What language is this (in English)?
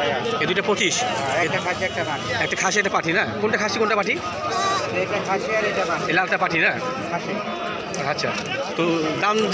Bangla